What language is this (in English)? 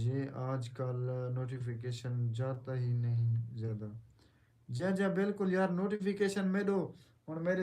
Saraiki